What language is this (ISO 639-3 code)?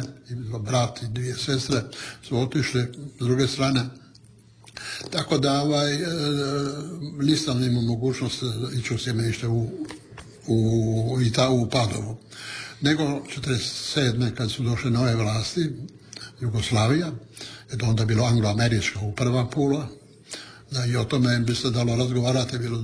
hrv